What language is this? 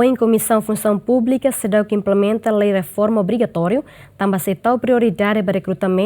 Tetum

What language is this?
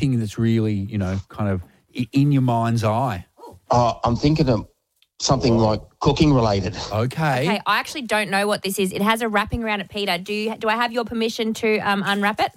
English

